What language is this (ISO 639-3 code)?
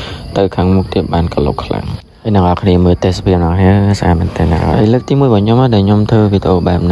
khm